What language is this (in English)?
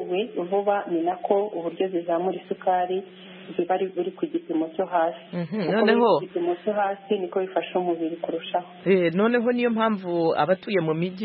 Kinyarwanda